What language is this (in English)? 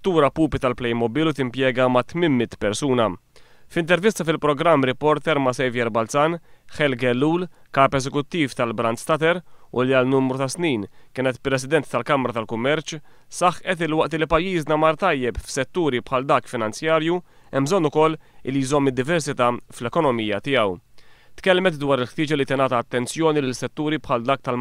Maltese